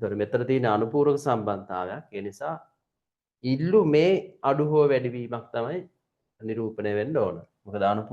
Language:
Sinhala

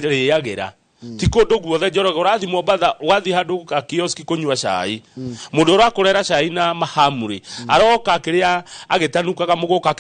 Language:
Kikuyu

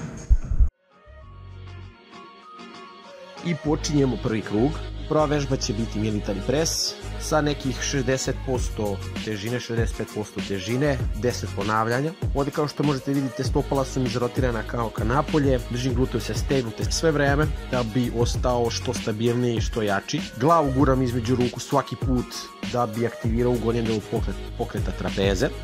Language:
Serbian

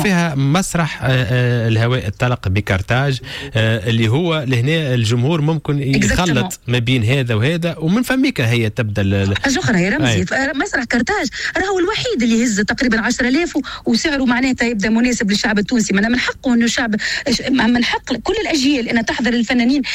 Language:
Tunisian Arabic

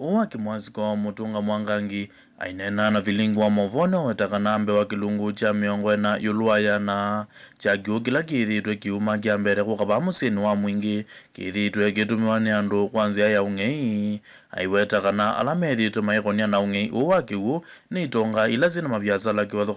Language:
Kamba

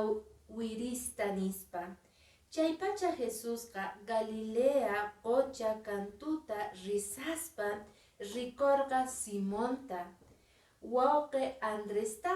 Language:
Quechua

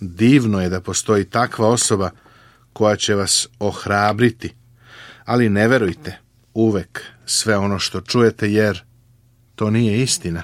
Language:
Serbian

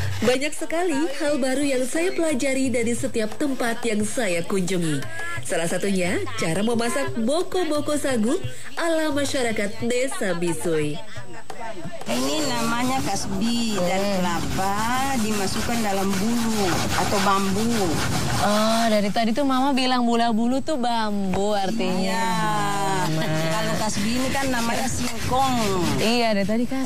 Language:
Indonesian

